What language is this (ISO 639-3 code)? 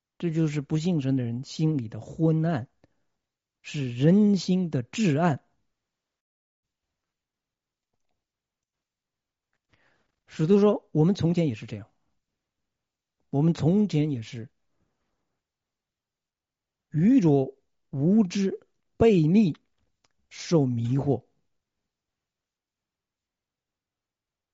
zho